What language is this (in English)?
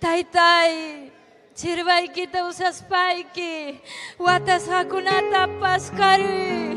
Ayacucho Quechua